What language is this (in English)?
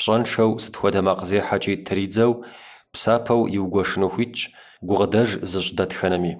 Kabardian